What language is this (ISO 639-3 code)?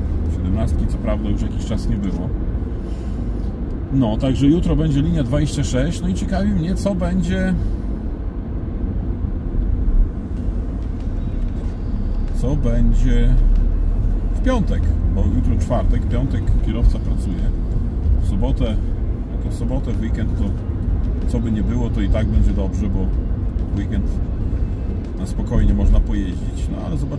pol